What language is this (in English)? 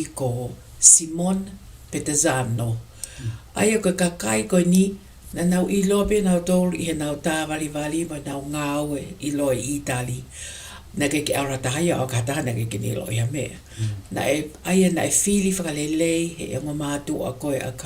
Tongan